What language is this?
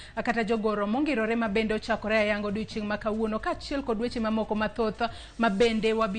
Luo (Kenya and Tanzania)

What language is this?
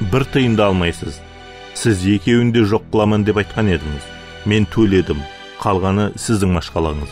Kara-Kalpak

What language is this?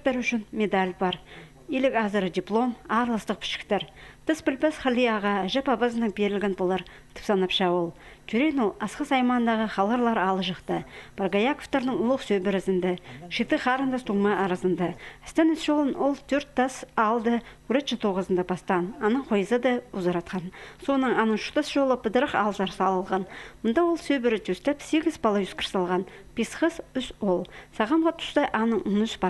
Khakas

